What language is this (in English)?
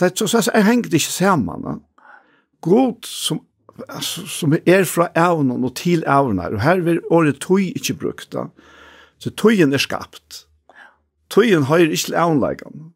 Faroese